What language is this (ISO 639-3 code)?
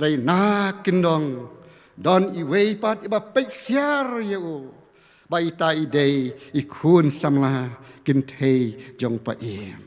kha